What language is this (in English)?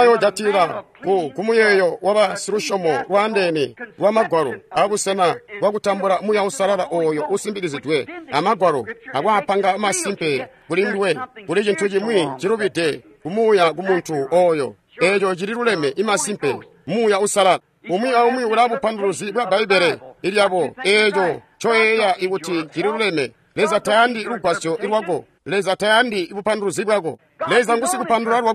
Tonga (Zambia)